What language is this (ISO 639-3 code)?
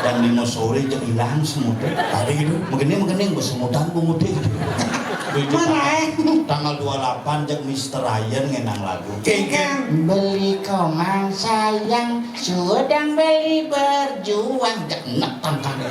ban